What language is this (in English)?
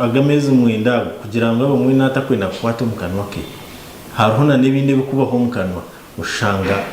Nyankole